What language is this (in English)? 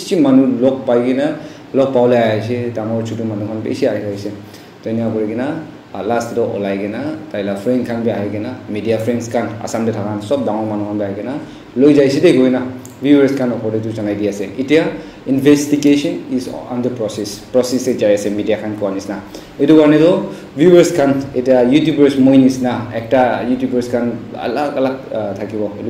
Naga Pidgin